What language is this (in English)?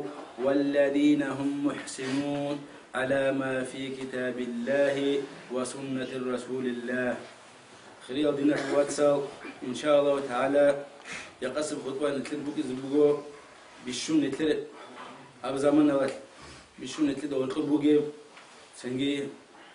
Avaric